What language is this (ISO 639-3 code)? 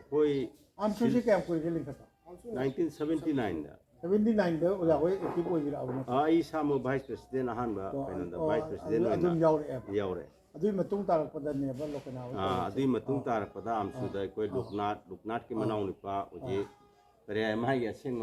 mni